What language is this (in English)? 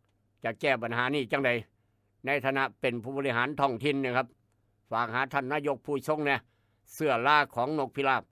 Northeastern Thai